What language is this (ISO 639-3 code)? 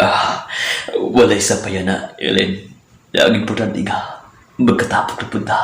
ceb